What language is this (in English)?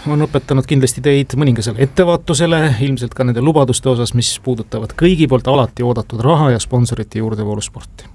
Estonian